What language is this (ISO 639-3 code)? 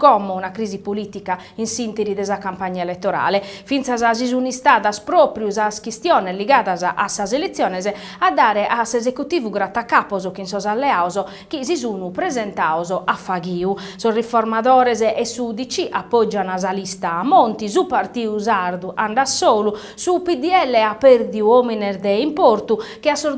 srd